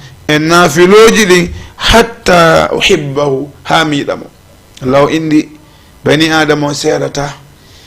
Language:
Fula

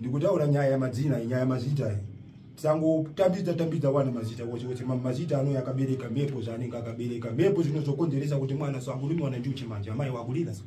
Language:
Shona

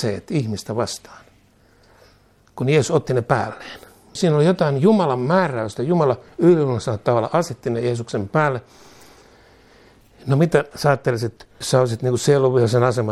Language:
Finnish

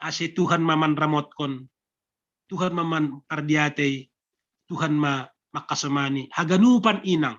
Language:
Batak Simalungun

